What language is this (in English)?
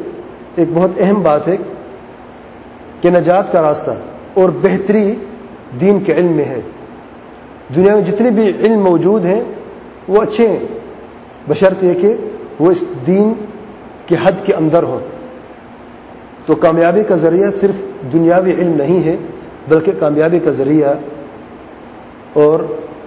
Urdu